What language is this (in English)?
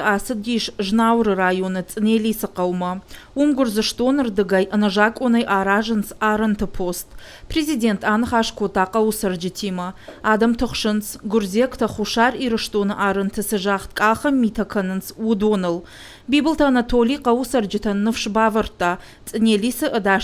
Ossetic